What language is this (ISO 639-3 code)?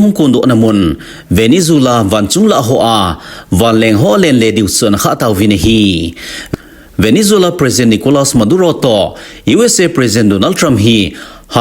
tcz